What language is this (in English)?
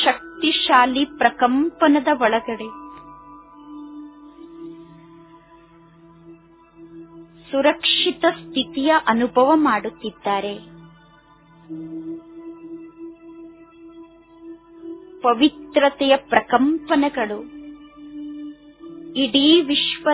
Kannada